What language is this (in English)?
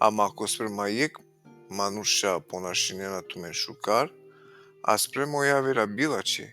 Balkan Romani